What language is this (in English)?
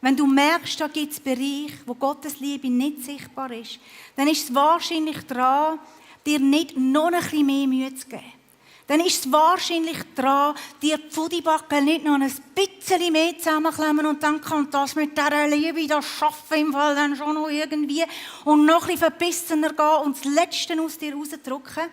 Swiss German